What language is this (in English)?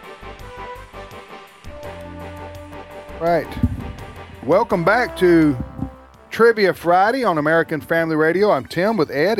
English